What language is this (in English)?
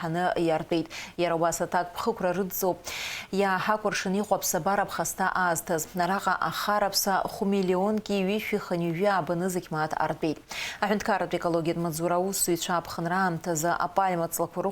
Abkhazian